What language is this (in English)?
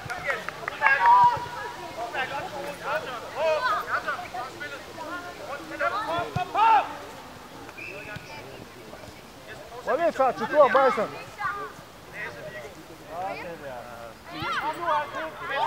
Danish